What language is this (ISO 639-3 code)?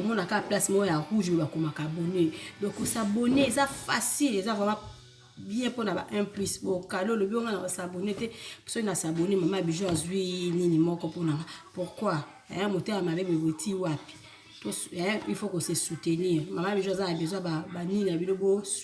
lin